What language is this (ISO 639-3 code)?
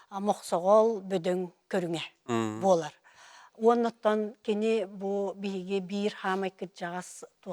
sah